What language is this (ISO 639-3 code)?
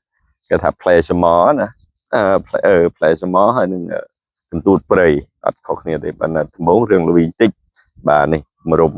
khm